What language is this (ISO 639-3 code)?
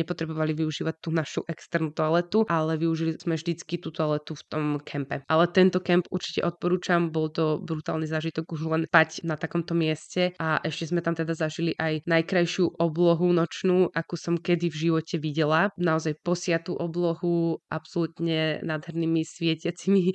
slk